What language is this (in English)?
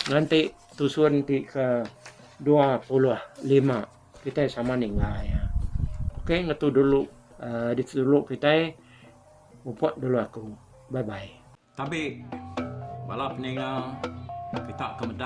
Iban